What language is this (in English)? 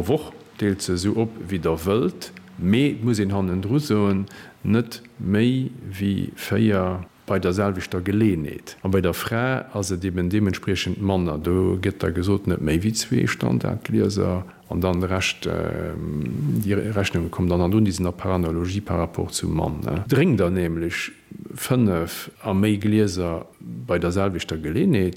Luxembourgish